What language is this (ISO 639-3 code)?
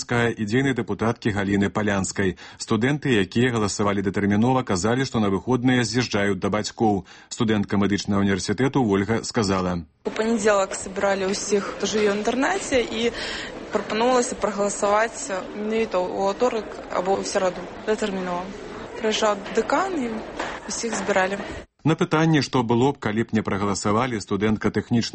bel